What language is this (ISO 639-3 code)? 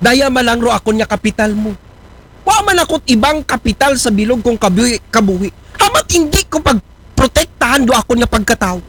akl